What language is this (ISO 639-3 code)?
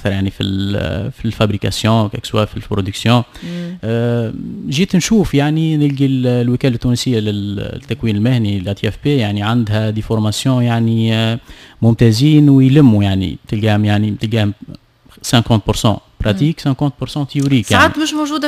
aeb